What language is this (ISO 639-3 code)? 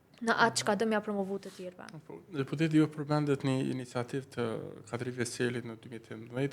sqi